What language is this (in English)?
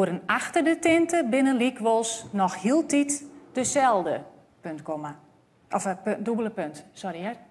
Western Frisian